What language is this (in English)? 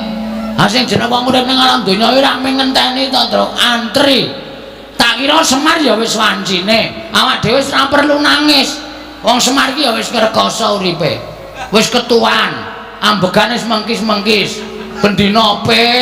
Javanese